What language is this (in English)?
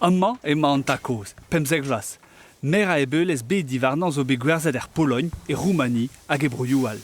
Breton